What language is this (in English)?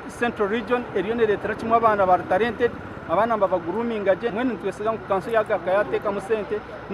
Nyankole